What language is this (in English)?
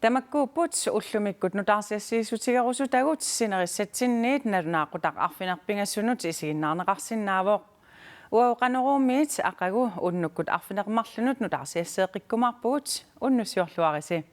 Kalaallisut